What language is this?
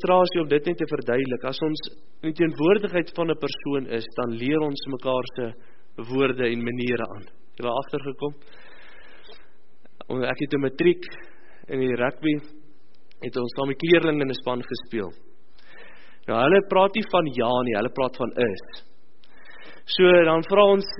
Afrikaans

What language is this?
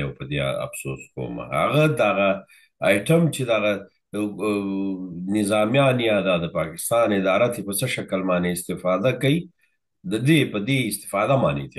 Pashto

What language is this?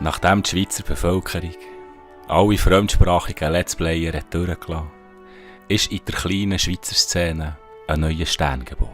Swiss German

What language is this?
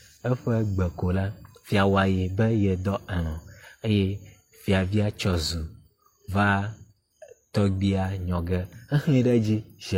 Ewe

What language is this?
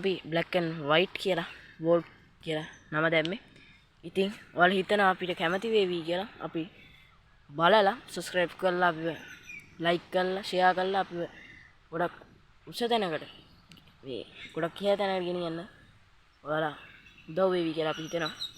Sinhala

